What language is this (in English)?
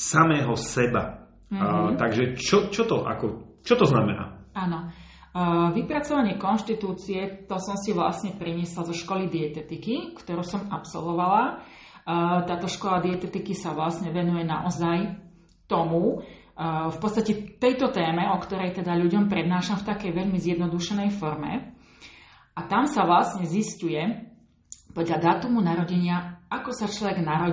Slovak